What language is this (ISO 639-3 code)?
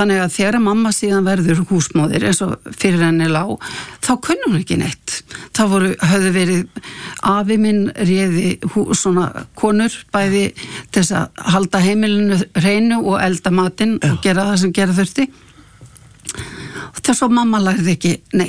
isl